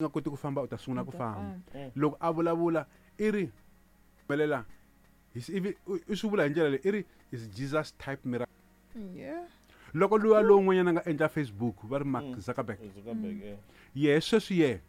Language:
Tsonga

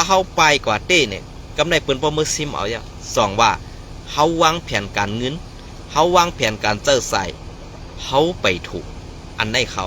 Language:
Shan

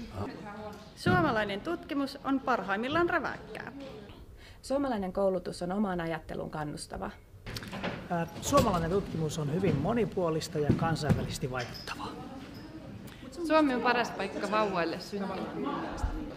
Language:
Finnish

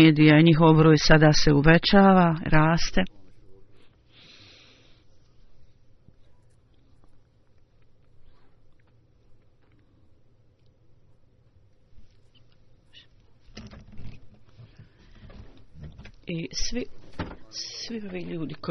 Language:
Bosnian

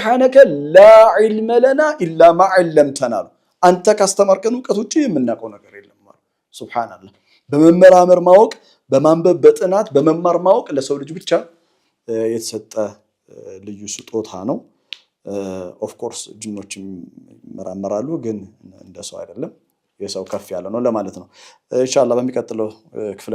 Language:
Amharic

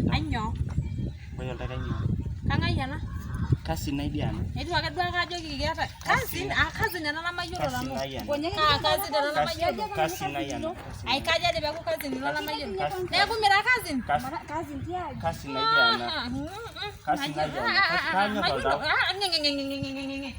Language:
Masai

